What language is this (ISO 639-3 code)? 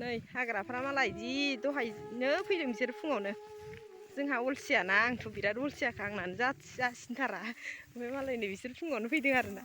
brx